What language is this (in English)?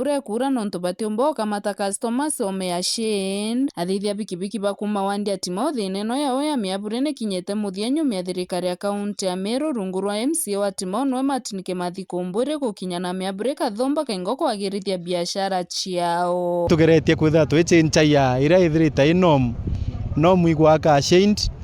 Meru